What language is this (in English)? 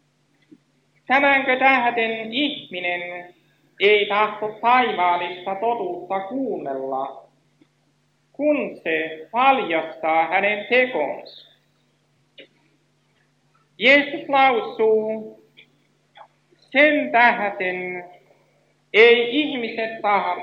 Finnish